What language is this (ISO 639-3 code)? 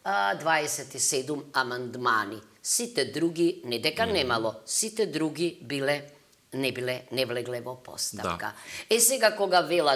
mkd